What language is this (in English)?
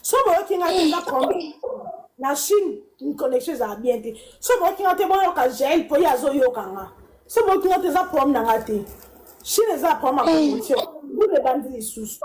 Lingala